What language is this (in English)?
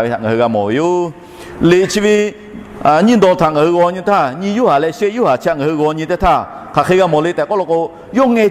Lahu